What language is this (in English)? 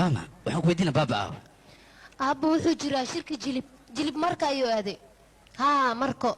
Somali